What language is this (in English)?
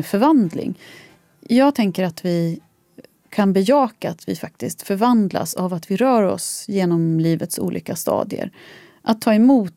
Swedish